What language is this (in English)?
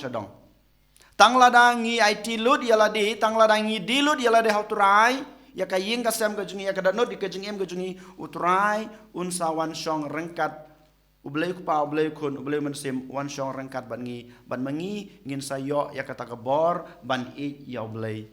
Khasi